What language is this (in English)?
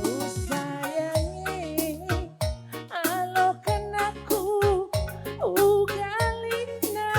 Batak Karo